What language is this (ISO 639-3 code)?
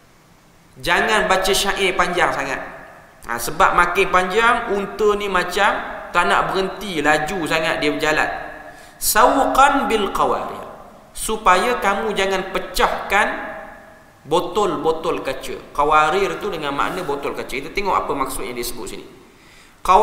msa